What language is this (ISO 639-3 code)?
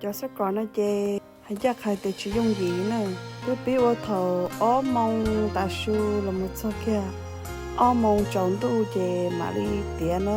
hmn